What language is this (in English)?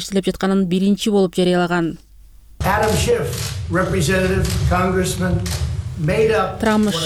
Kyrgyz